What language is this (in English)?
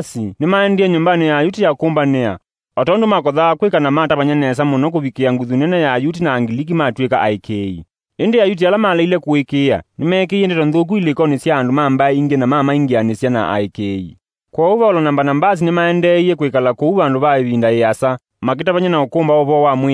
Kamba